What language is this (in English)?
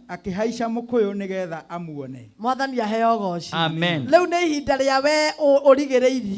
Kikuyu